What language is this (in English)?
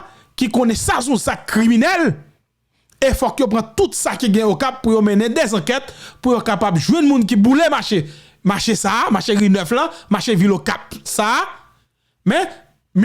Haitian Creole